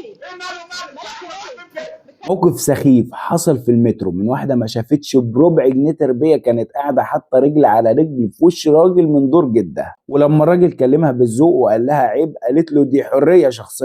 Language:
Egyptian Arabic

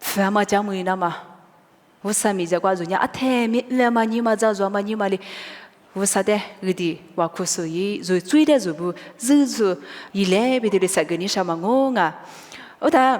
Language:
Lisu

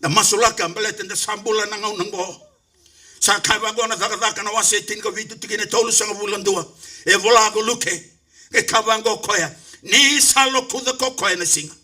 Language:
Fijian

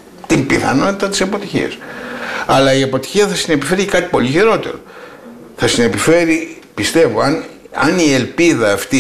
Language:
Greek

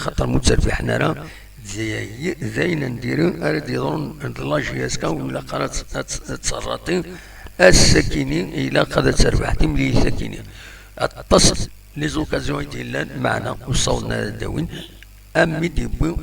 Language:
Kabyle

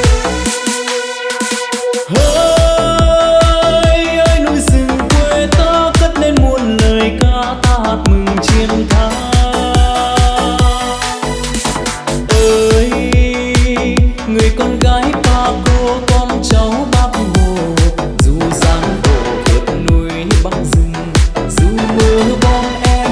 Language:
Vietnamese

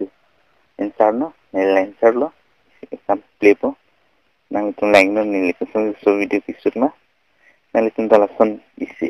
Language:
Karbi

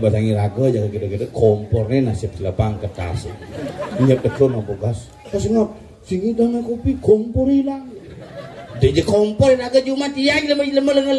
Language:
Balinese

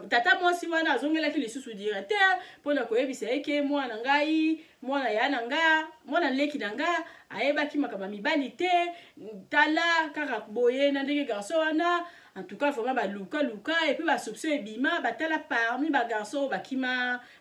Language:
Lingala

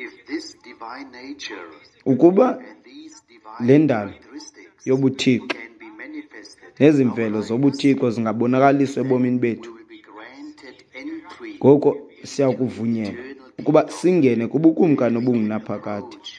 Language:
Xhosa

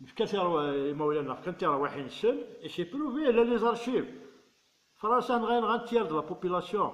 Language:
Kabyle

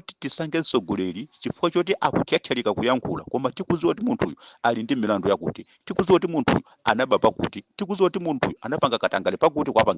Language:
Nyanja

